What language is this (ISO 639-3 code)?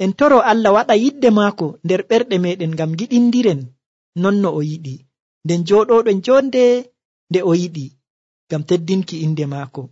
fuv